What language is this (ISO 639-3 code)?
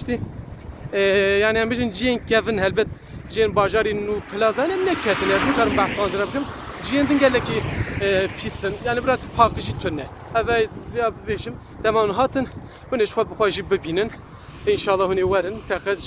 kur